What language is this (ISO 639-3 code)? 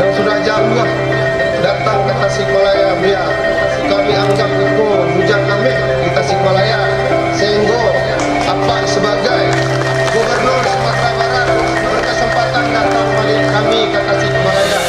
min